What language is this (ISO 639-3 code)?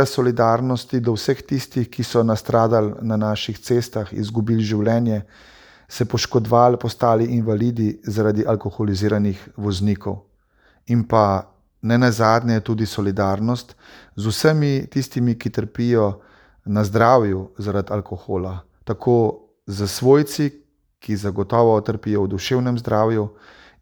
slv